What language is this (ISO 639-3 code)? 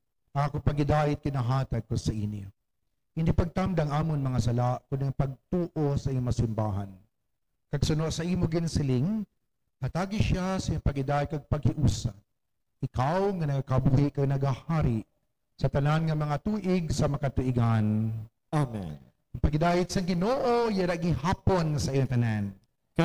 hil